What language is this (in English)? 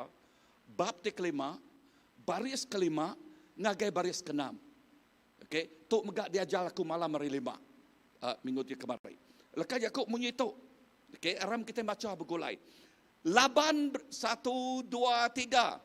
Iban